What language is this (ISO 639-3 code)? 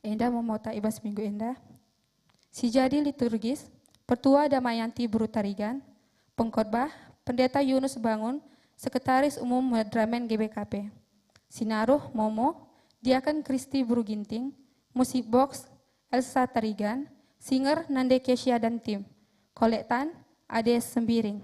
btx